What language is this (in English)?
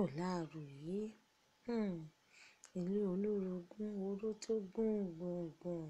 Yoruba